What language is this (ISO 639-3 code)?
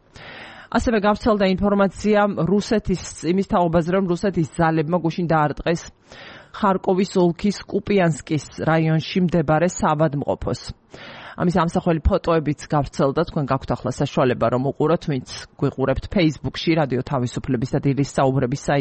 kat